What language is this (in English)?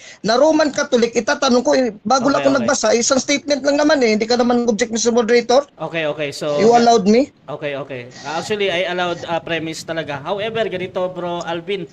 Filipino